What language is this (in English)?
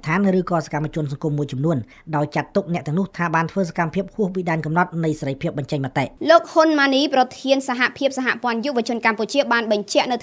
Khmer